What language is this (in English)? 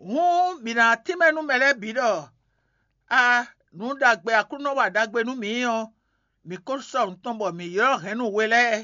Fon